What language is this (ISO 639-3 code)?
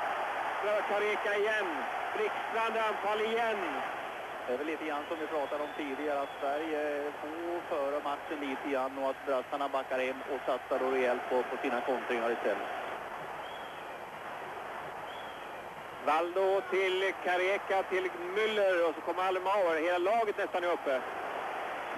swe